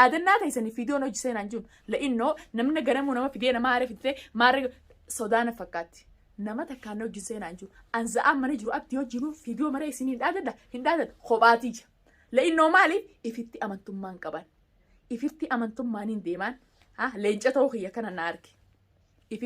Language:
Oromo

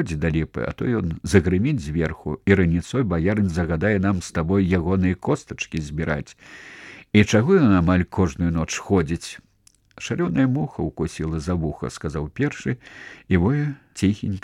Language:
Belarusian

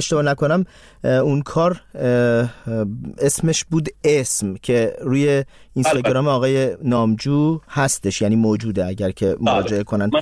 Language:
Persian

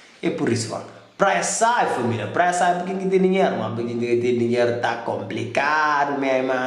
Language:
Kabuverdianu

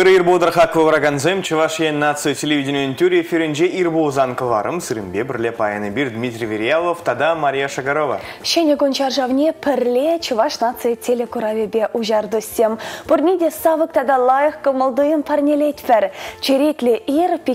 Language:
Chuvash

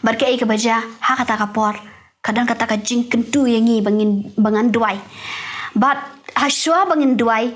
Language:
Khasi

